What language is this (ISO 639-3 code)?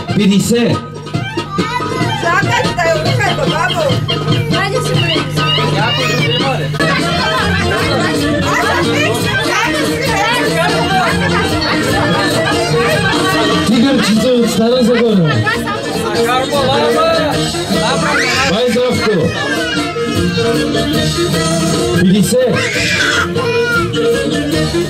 bul